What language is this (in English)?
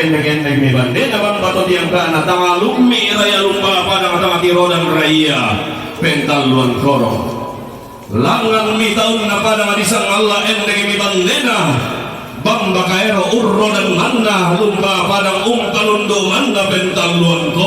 Toraja-Sa'dan